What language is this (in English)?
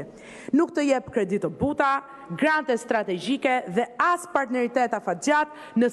Albanian